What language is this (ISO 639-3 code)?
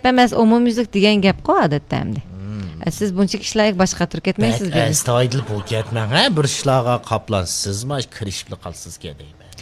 uig